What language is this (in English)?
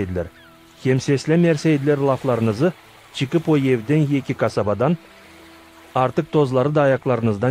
Gagauz